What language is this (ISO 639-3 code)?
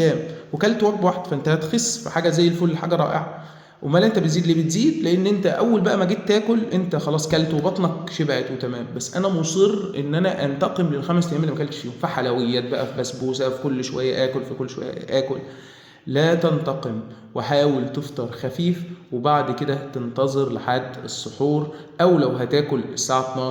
arz